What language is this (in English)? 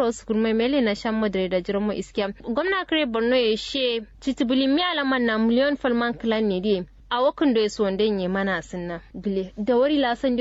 Kanuri